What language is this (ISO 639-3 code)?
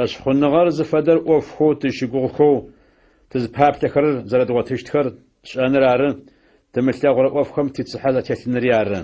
ady